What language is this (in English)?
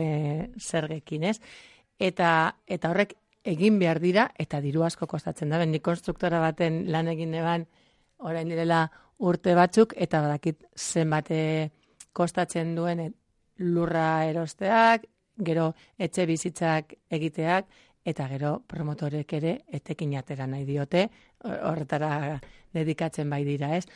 Basque